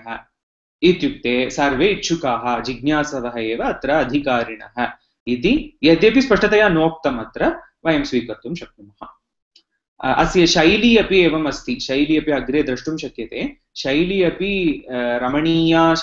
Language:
Sanskrit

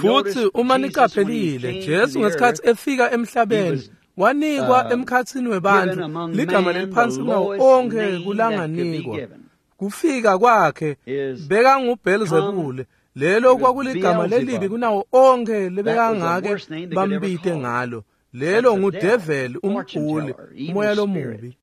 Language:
Swati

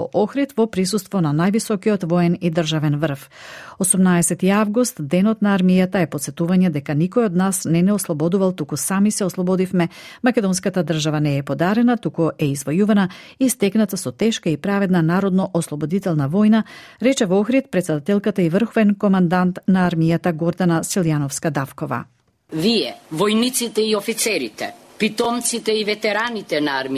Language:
Macedonian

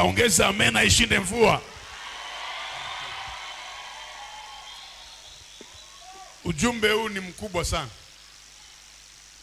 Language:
Swahili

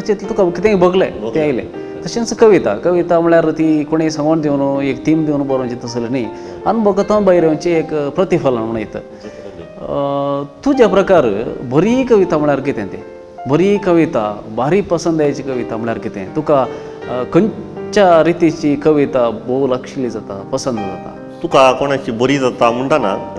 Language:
Konkani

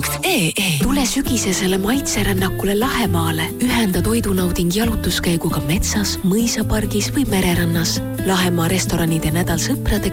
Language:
Estonian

